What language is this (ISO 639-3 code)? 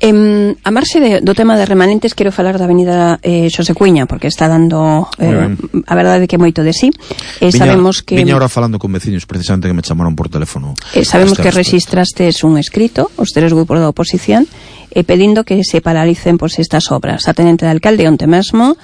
glg